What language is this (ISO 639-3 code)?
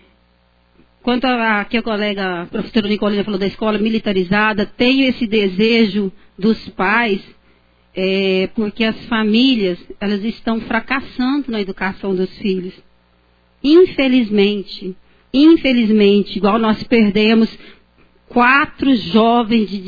por